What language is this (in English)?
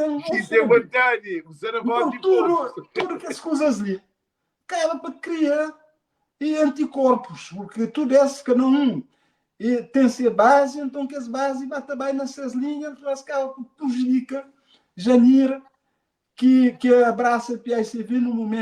Kabuverdianu